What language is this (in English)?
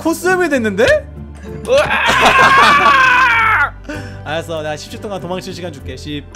Korean